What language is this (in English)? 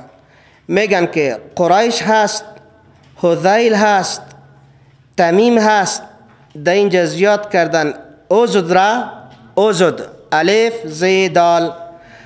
Persian